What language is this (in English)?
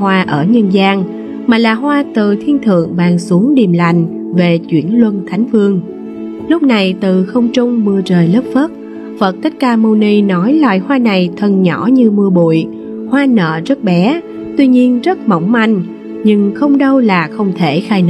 Vietnamese